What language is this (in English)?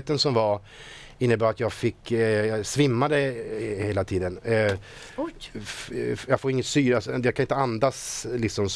Swedish